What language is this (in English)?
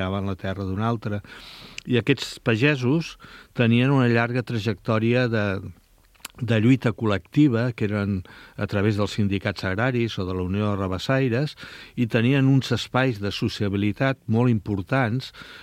Catalan